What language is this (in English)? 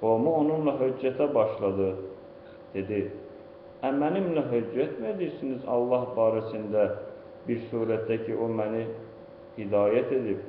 Azerbaijani